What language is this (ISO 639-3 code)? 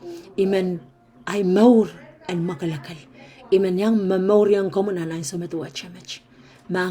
pon